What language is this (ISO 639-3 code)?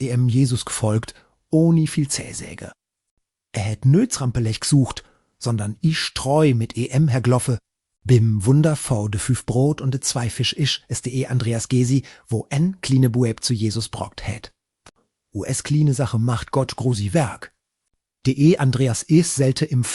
gsw